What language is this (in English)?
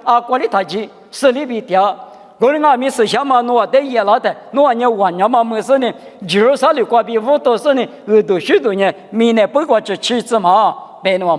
Lisu